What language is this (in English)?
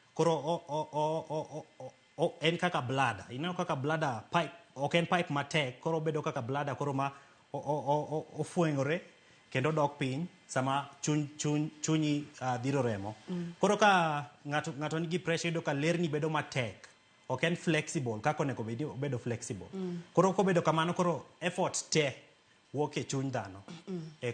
Luo (Kenya and Tanzania)